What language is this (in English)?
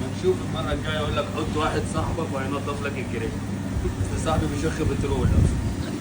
Egyptian Arabic